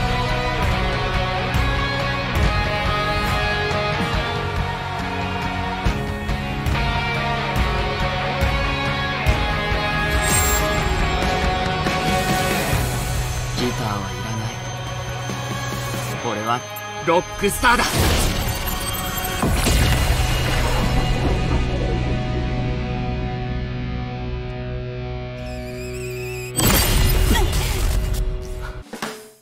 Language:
Japanese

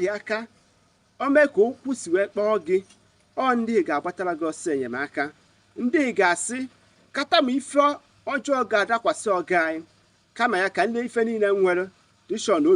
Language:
Igbo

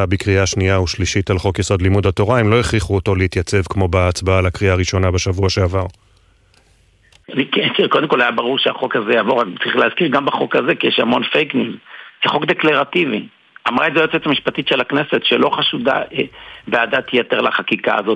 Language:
Hebrew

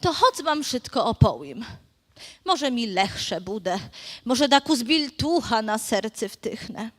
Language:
Rusyn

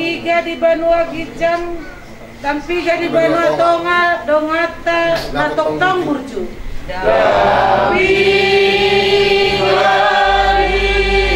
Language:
Batak Toba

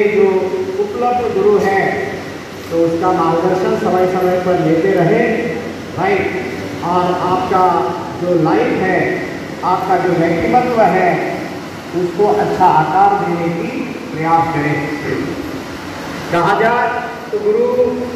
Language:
Hindi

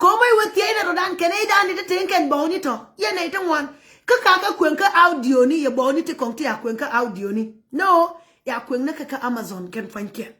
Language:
Nuer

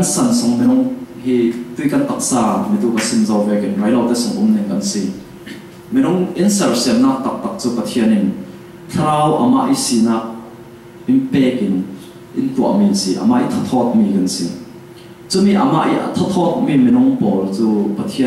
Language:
Falam Chin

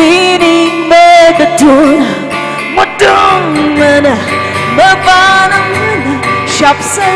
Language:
Tangkhul Naga (India)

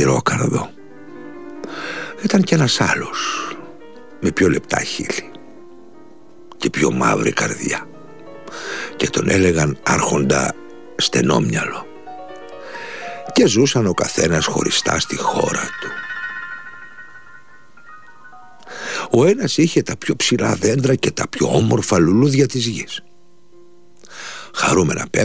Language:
Greek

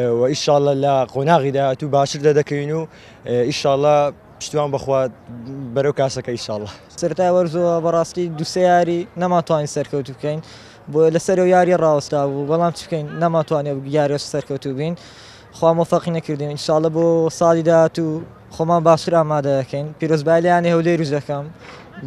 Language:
Central Kurdish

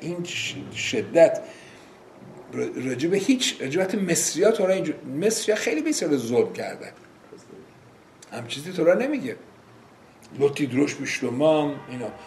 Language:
Persian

